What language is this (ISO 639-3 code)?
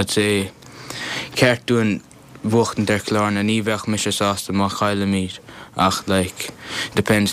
gle